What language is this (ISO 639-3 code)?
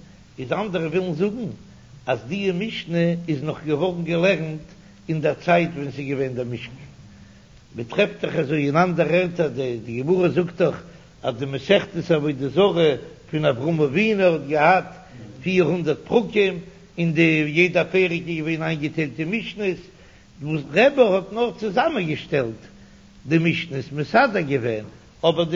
yid